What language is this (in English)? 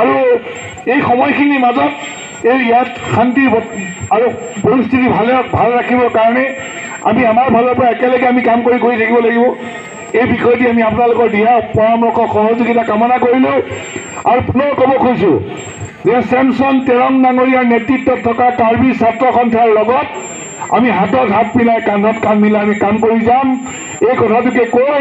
Karbi